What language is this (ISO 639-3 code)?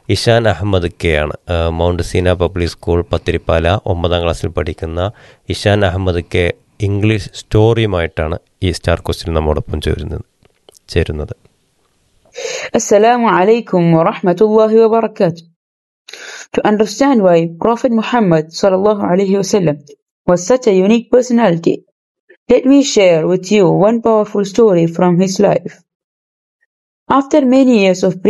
mal